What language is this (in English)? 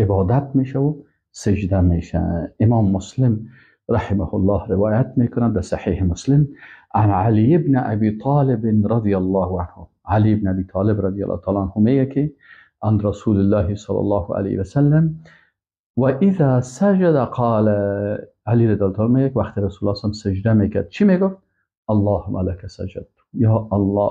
Persian